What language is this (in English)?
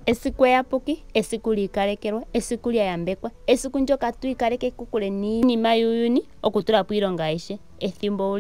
Ndonga